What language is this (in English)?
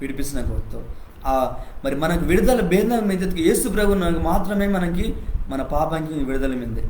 Koya